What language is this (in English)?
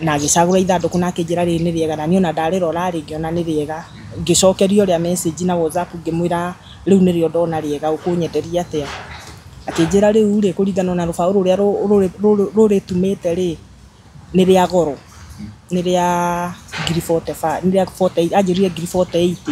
Kikuyu